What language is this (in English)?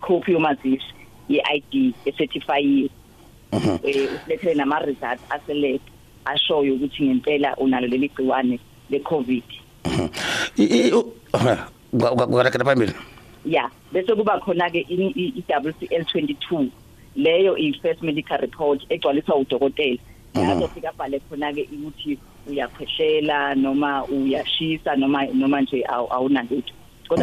South Ndebele